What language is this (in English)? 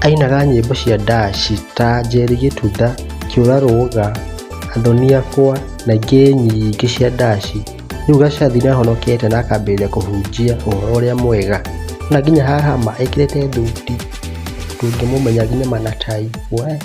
Kikuyu